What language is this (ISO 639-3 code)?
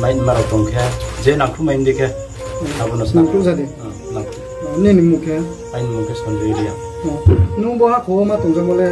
ria